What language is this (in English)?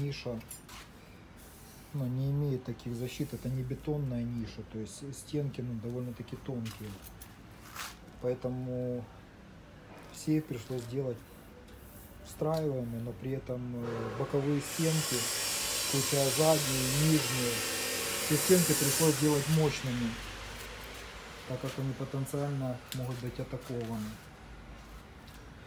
Russian